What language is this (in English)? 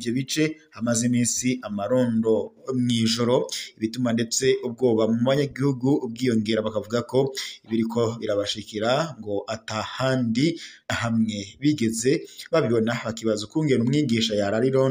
Rundi